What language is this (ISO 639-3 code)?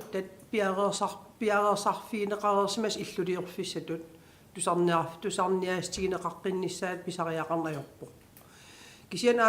kal